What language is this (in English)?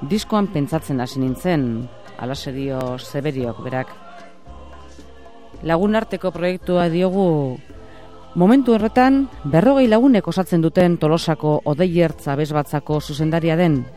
Basque